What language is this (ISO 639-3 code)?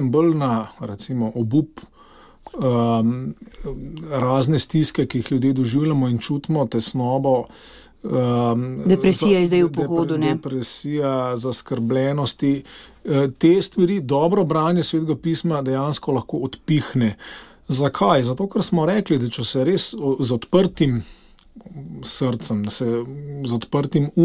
slv